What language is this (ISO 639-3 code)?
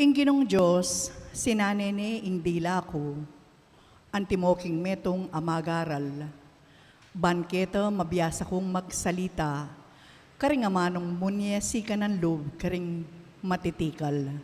pam